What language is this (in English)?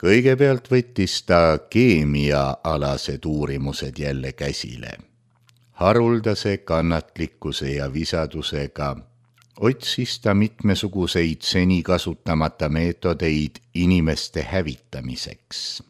Estonian